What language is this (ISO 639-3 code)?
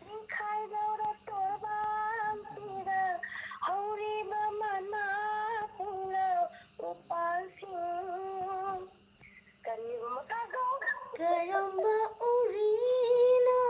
mni